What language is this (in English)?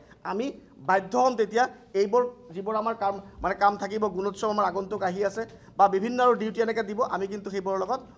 Assamese